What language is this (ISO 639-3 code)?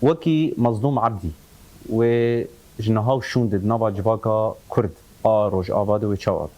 kur